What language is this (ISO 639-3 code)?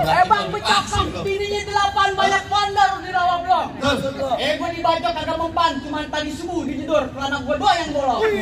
bew